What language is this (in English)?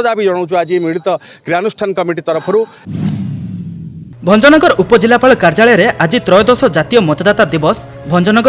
Odia